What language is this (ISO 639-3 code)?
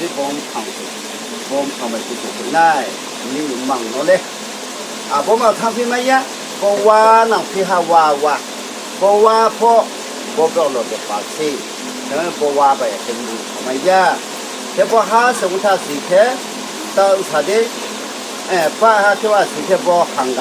ria